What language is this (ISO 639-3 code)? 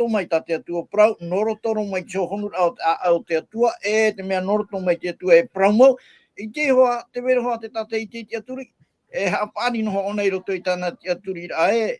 tah